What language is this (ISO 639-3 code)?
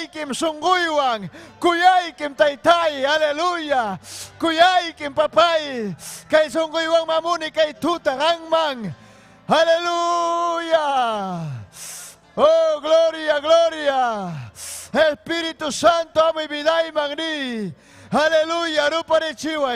quy